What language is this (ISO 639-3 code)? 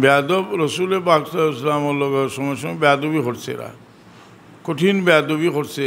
syl